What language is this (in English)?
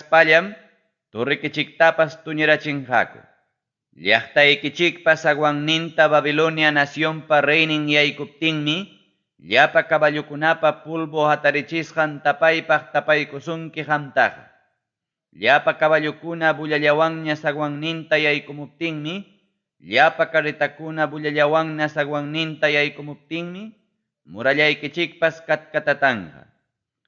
Ayacucho Quechua